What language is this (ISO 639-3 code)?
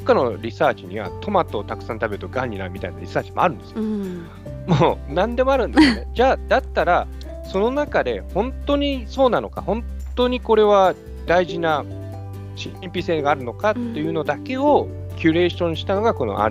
jpn